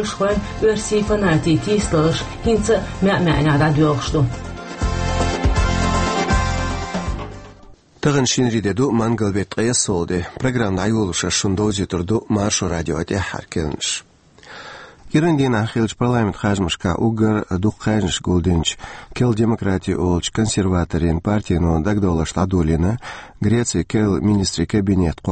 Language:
Russian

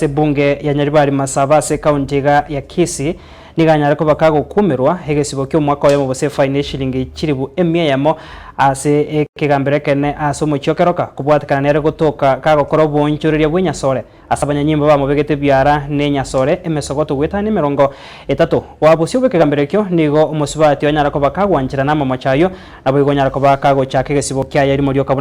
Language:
Gusii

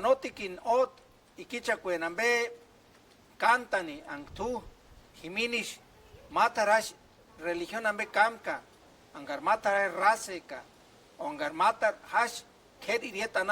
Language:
Purepecha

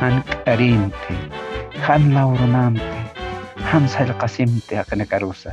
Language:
Aymara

